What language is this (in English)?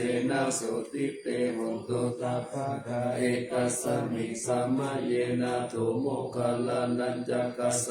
Pali